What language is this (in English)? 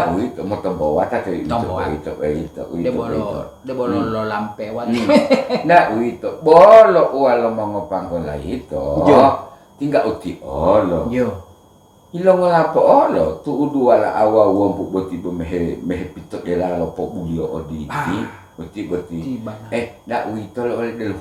Gorontalo